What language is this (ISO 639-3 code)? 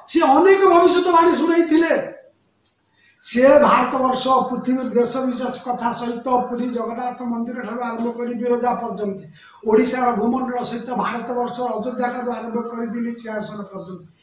ori